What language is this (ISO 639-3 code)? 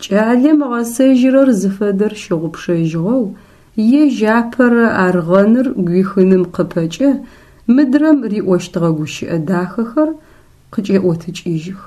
ady